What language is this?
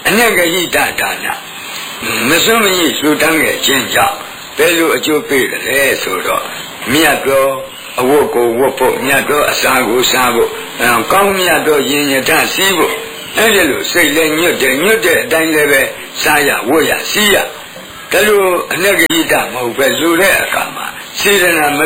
Burmese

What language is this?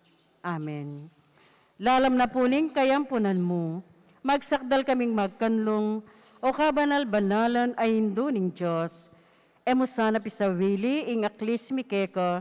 Pampanga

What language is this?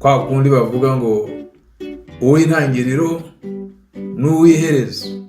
Kinyarwanda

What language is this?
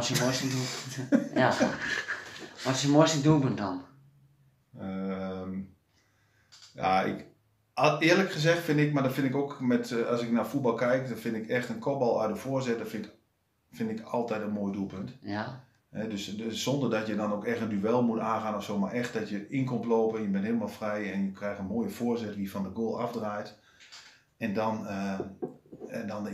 Dutch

